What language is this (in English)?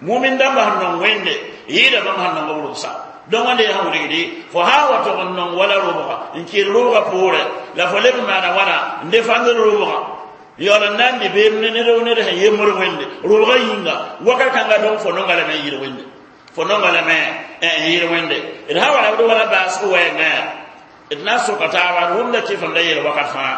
Mossi